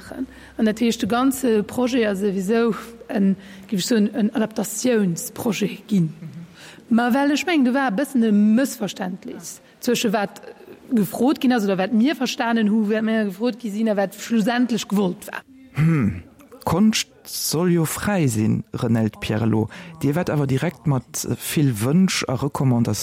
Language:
Luxembourgish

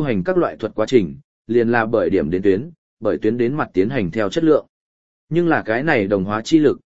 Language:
Vietnamese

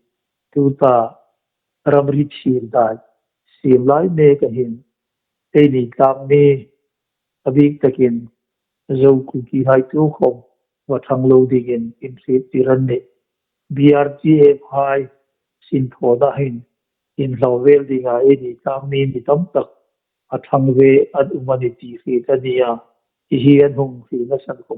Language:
Hmar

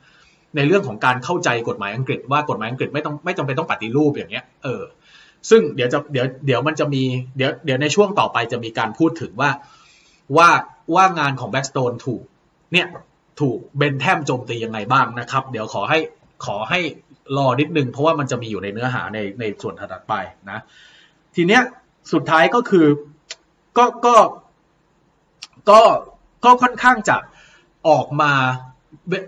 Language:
Thai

